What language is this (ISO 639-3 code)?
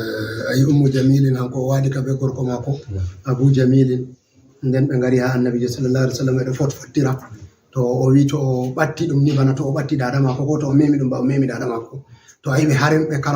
ful